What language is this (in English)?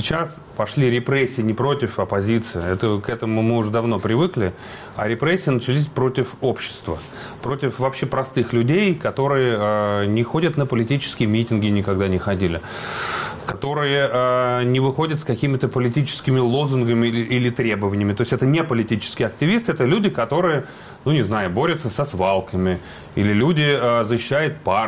Russian